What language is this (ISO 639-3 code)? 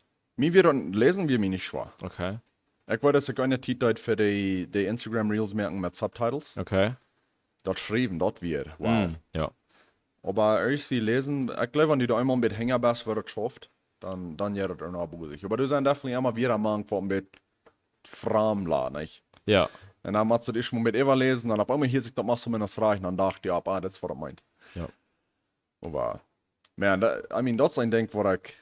pdt